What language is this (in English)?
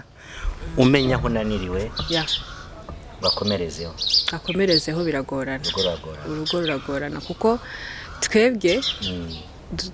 Kinyarwanda